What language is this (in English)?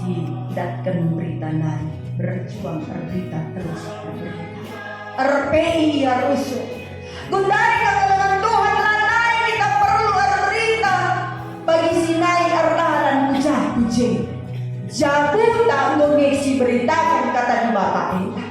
Batak Karo